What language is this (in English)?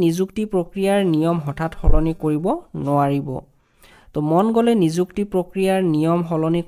Assamese